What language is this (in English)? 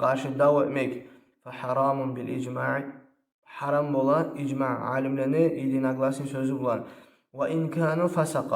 Kumyk